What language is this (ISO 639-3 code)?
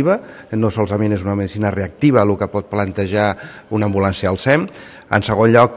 cat